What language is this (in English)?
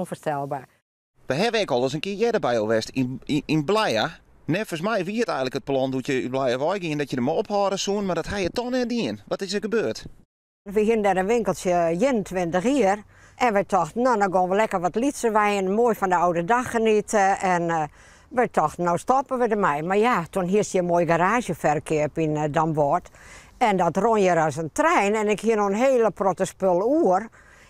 Western Frisian